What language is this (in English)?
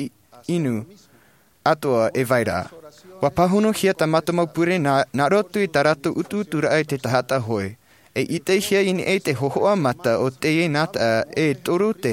Tahitian